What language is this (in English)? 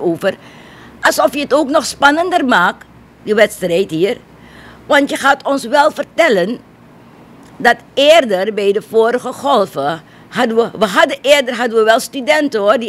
Dutch